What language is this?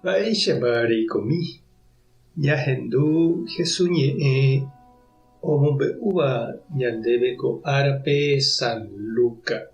Guarani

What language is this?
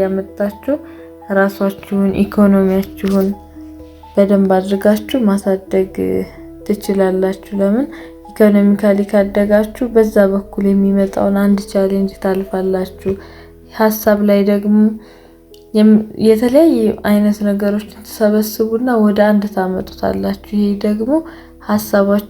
Amharic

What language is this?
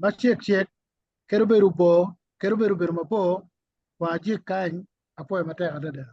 Acoli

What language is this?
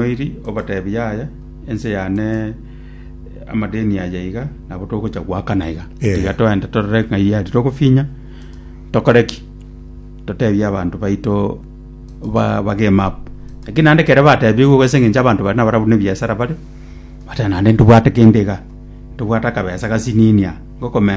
Gusii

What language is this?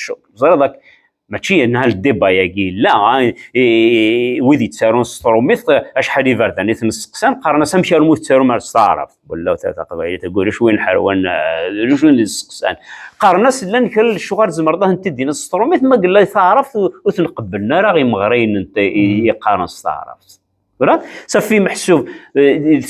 Kabyle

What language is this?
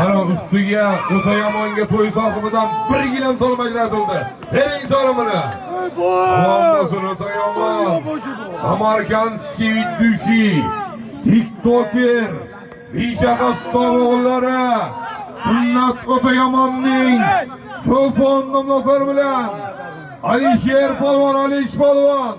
Uzbek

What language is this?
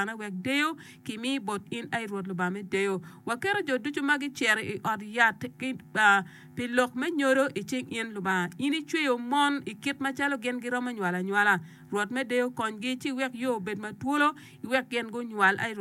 Acoli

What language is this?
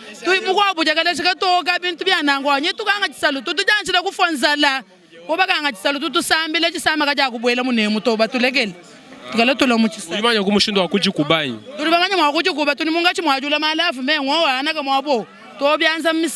Luba-Lulua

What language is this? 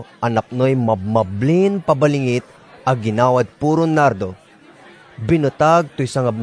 Pangasinan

